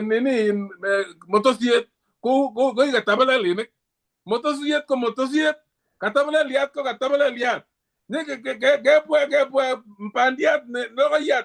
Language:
Kalenjin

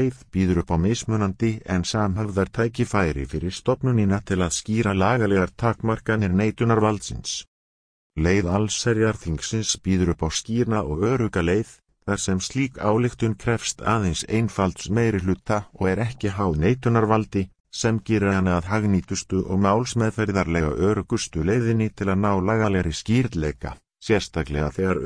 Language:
Icelandic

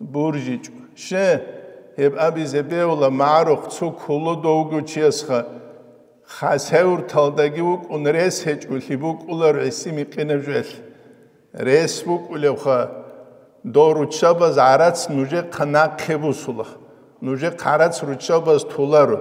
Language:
Avaric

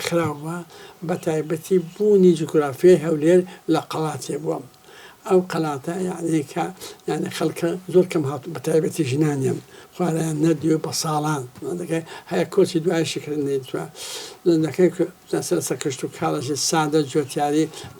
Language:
Central Kurdish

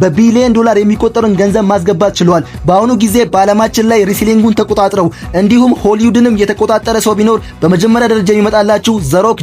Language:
Amharic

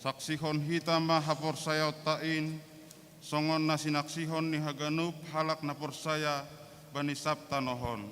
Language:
Batak Simalungun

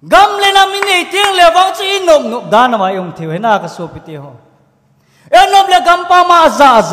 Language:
Thado Chin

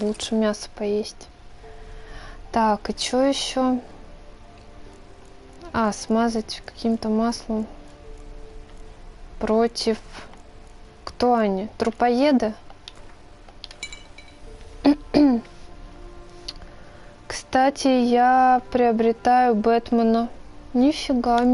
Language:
Russian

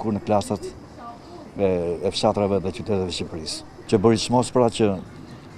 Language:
Albanian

